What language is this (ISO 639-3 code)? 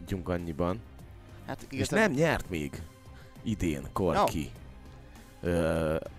hun